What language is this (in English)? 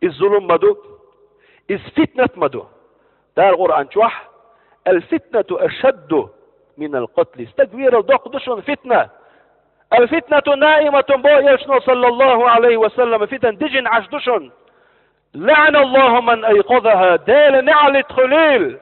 Chechen